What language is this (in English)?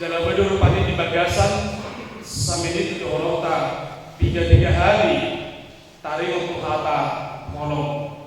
Batak Toba